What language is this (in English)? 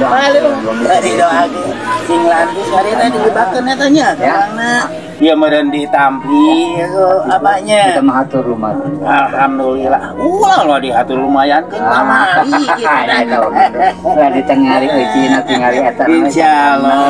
Sundanese